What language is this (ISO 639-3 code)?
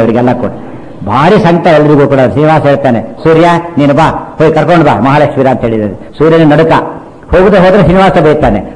kan